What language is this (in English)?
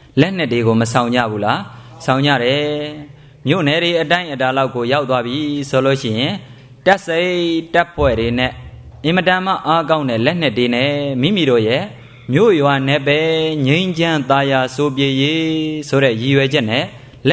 Burmese